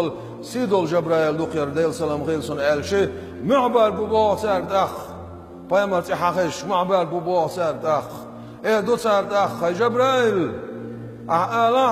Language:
Chechen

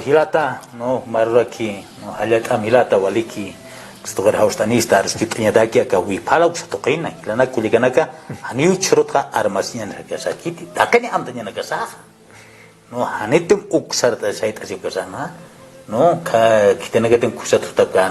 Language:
Aymara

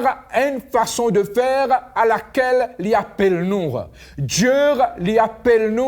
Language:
Morisyen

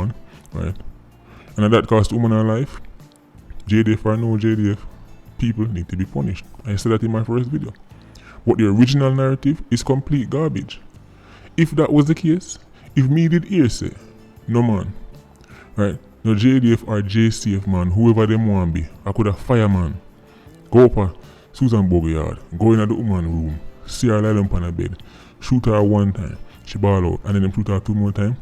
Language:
Jamaican Creole English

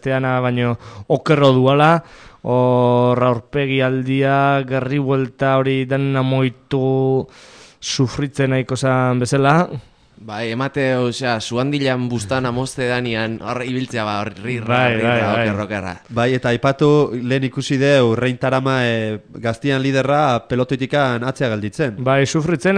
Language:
Basque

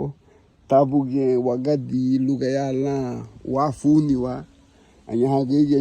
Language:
Garifuna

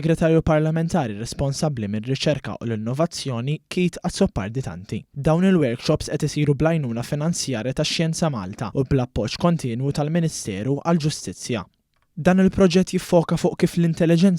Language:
Maltese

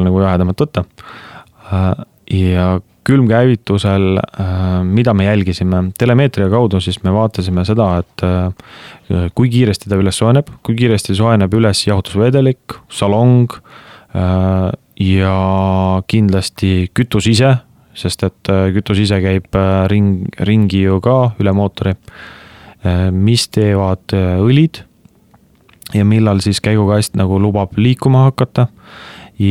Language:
Estonian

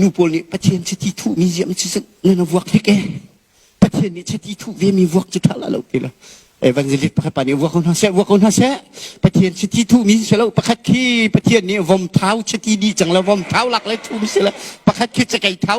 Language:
Hakha Chin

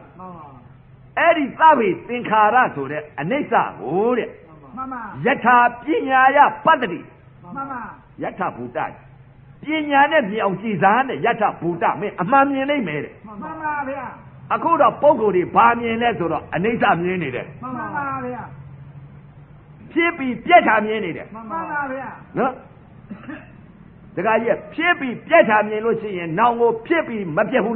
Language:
Burmese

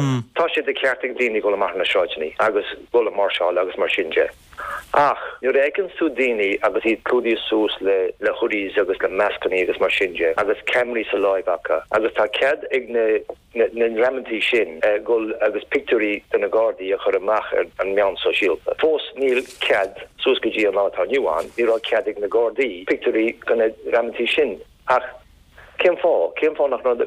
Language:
Irish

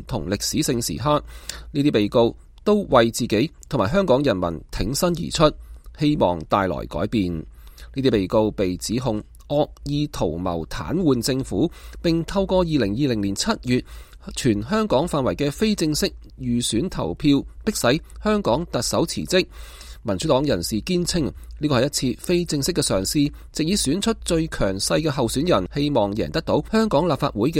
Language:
Cantonese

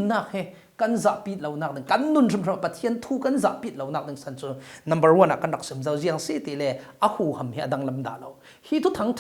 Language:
Falam Chin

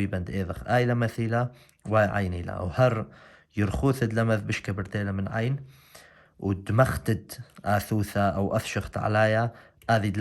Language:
Assyrian Neo-Aramaic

